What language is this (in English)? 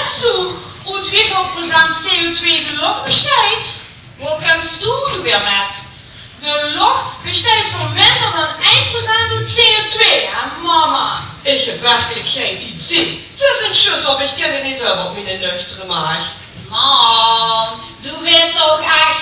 Limburgish